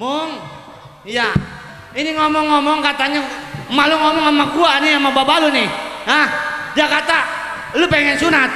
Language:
Betawi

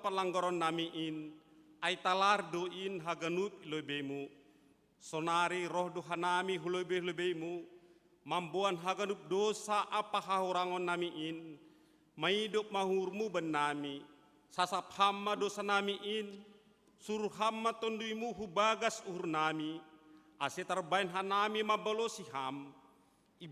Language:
Batak Simalungun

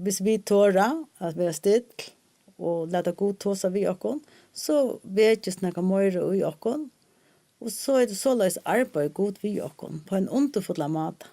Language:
Faroese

